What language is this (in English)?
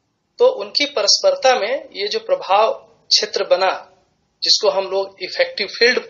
Hindi